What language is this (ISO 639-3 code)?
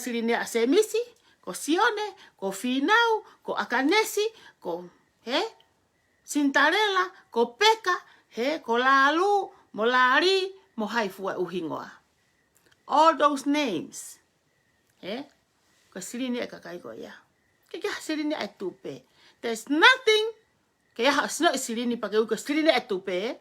ton